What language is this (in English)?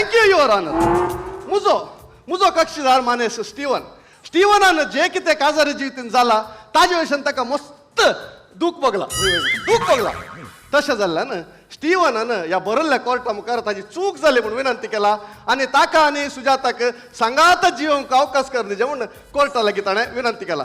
Konkani